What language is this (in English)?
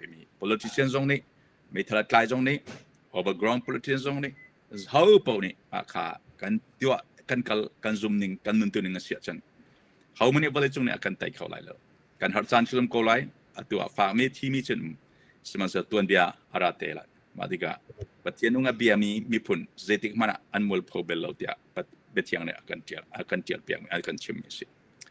Hakha Chin